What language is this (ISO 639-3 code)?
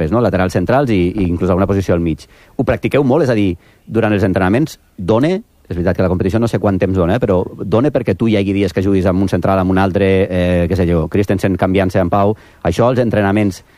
cat